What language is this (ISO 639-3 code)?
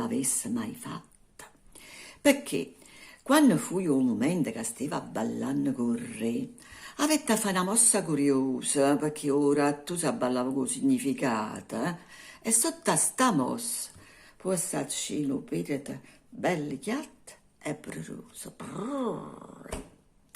nap